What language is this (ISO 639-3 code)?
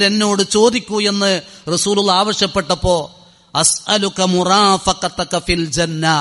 mal